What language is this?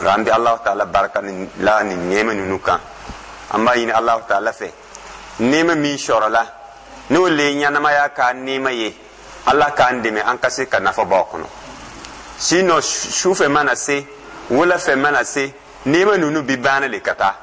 Dyula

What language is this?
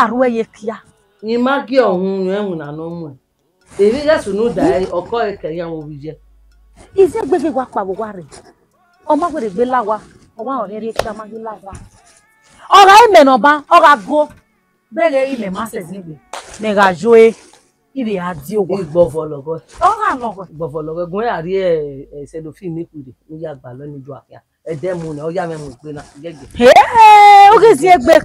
Bini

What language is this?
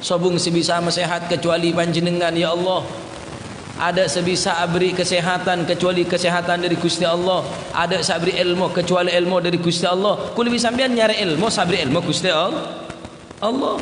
Madurese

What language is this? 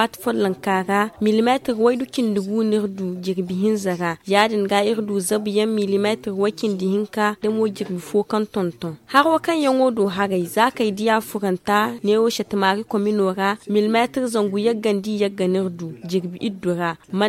Zarma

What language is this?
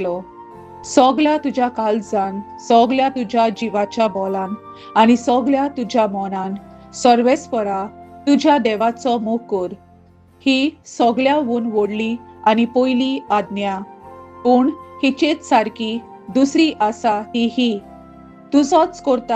Konkani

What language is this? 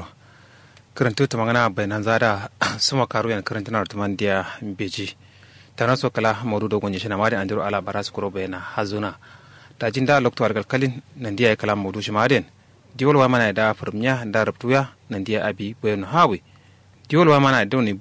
Kanuri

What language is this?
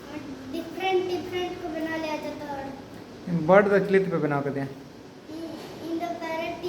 Santali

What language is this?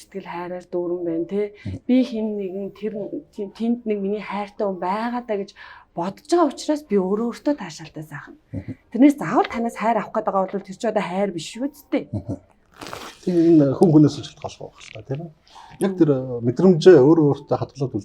Mongolian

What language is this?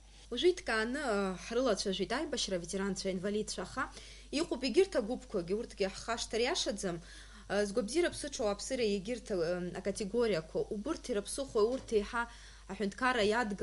Abkhazian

